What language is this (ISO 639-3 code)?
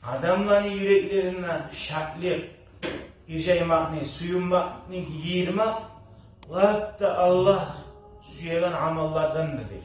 kum